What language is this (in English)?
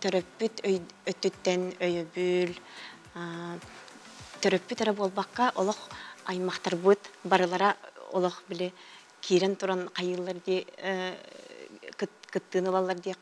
Yakut